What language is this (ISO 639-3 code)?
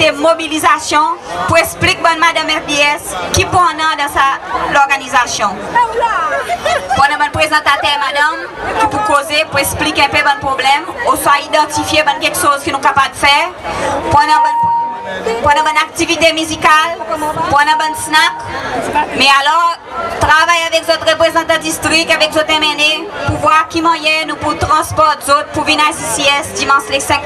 crs